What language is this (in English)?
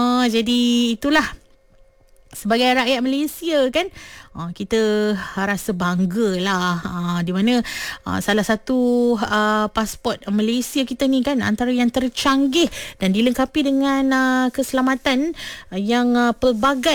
Malay